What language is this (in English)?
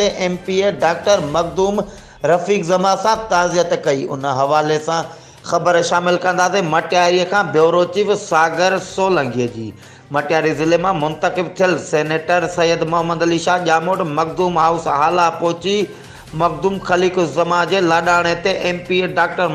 Sindhi